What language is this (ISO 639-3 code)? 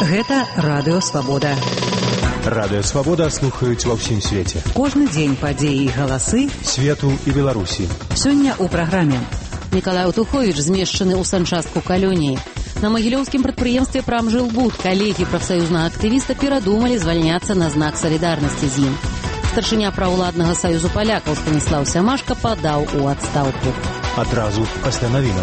bel